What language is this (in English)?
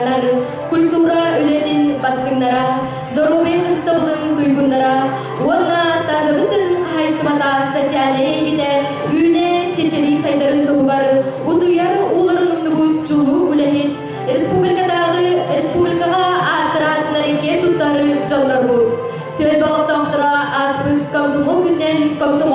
Yakut